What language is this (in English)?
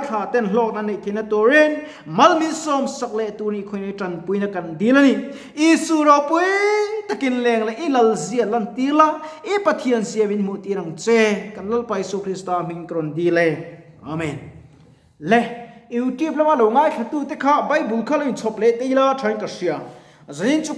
Mizo